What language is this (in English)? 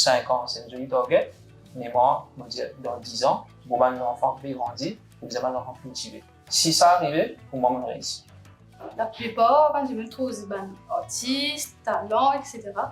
Morisyen